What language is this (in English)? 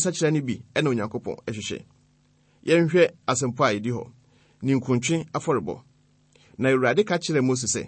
Akan